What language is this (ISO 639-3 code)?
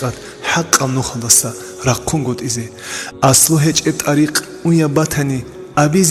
ava